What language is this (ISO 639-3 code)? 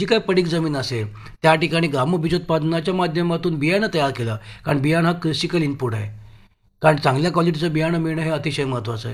mar